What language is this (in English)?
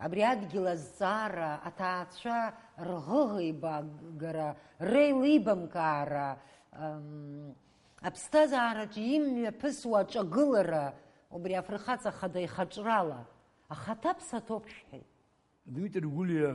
Abkhazian